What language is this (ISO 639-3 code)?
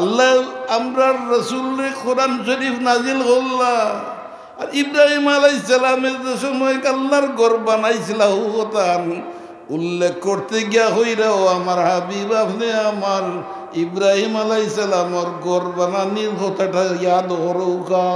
syl